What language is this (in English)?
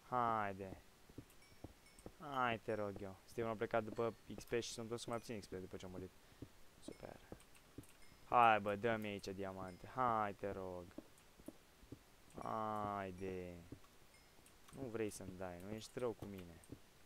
Romanian